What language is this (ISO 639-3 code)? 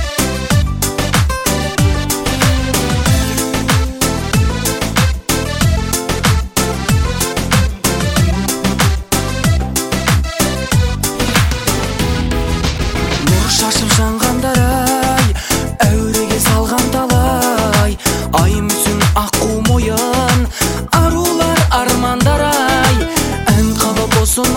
kaz